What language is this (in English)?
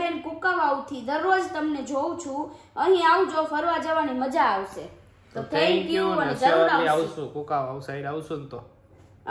Gujarati